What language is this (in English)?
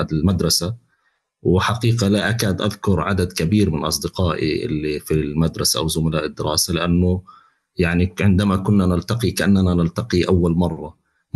North Levantine Arabic